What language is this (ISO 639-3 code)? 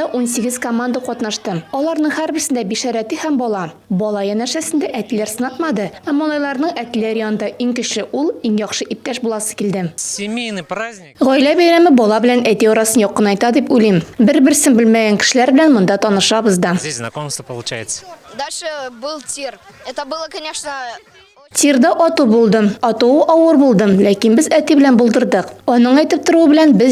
tat